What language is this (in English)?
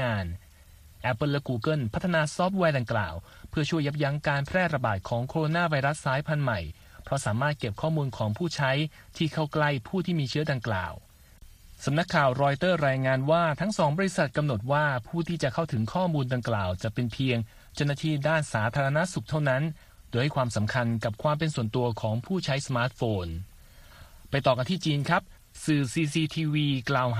Thai